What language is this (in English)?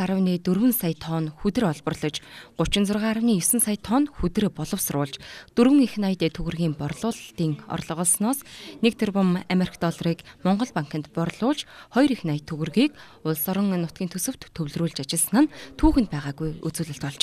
Mongolian